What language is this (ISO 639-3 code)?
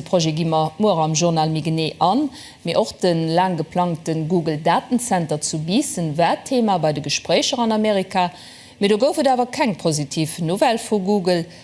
ltz